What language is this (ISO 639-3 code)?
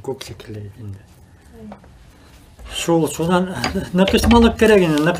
bak